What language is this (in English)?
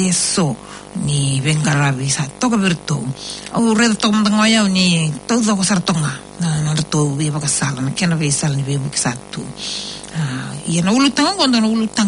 Fijian